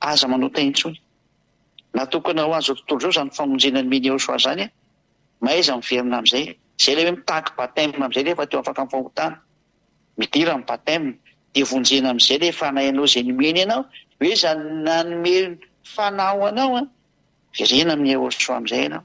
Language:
Malagasy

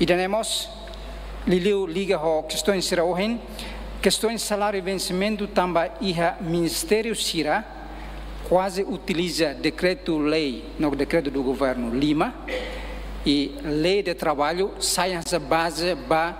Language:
Tetum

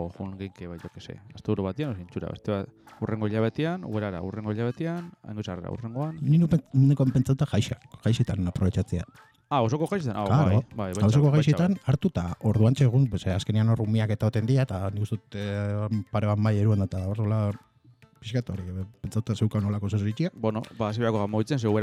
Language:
Basque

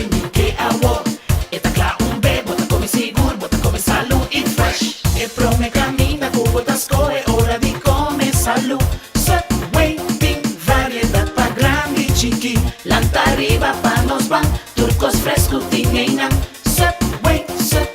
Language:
Papiamento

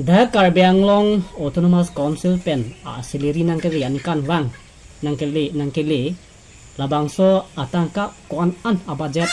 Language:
Karbi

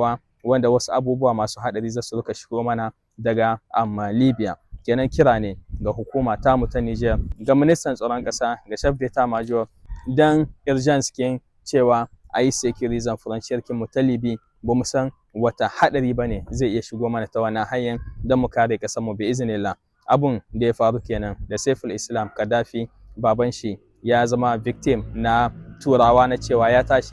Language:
Hausa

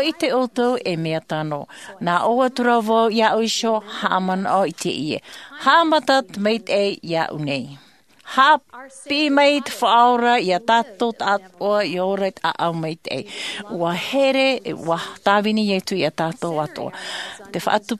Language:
Tahitian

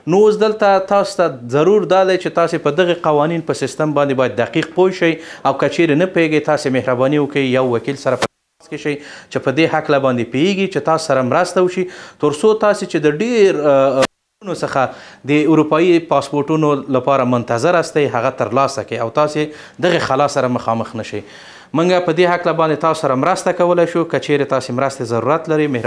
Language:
Pashto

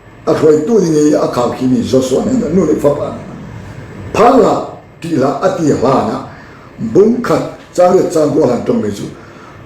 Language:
Falam Chin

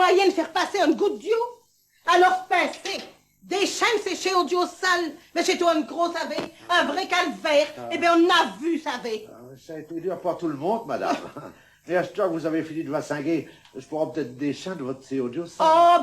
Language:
Picard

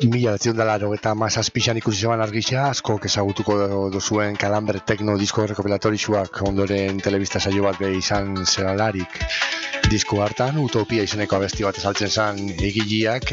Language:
Basque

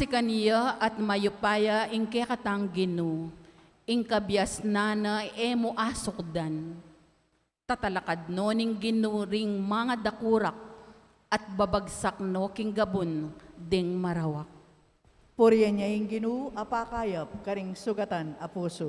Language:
Pampanga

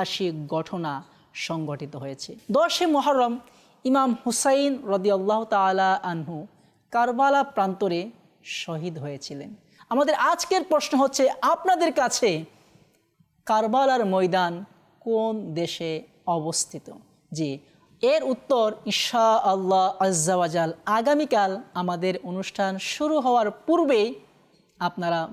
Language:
Bangla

